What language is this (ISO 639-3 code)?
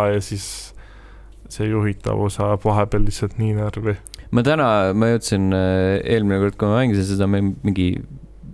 est